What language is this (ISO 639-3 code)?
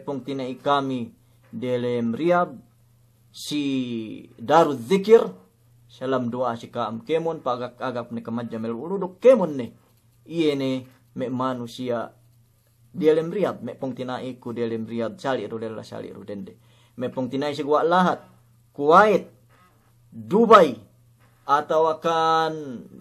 yka